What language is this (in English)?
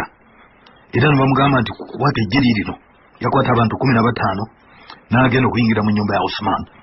Ganda